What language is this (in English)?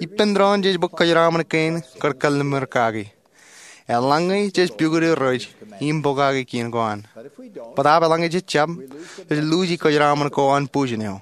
Marshallese